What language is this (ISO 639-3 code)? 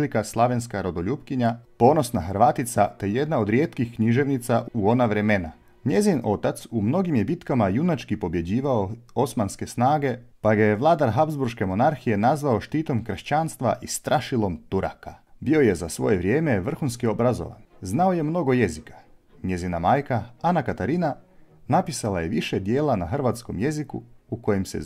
hrv